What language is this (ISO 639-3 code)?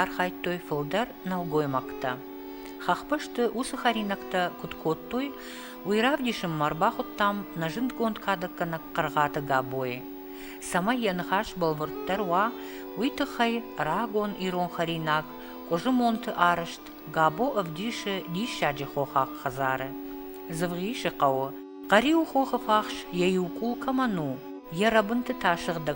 oss